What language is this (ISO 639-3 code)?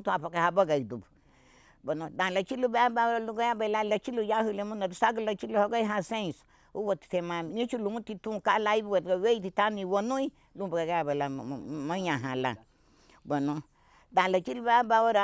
cab